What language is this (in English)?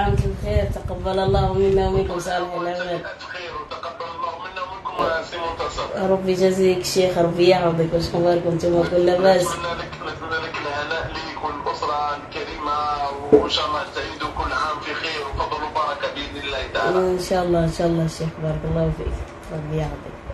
Algerian Arabic